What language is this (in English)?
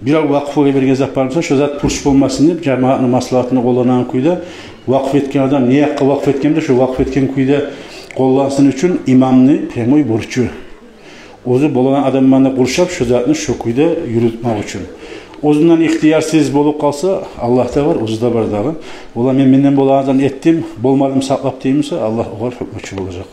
Kumyk